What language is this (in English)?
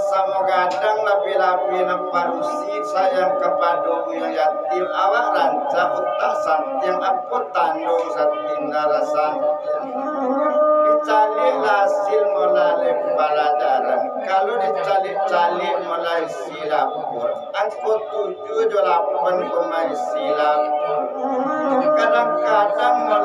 Minangkabau